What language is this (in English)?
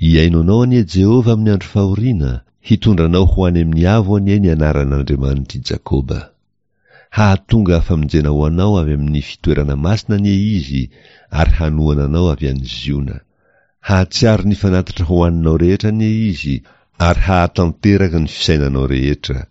Malagasy